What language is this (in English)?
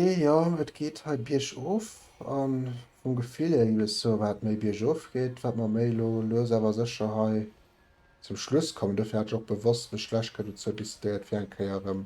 Luxembourgish